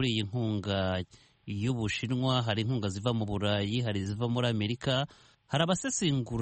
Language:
Kinyarwanda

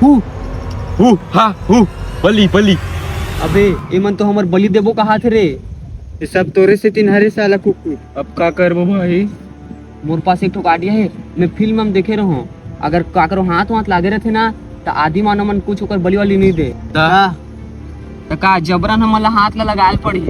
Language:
Chhattisgarhi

